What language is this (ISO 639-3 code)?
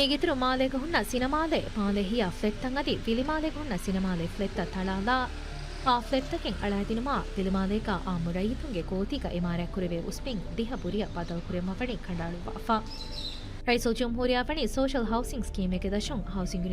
div